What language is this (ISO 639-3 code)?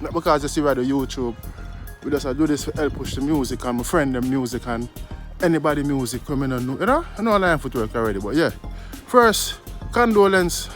jam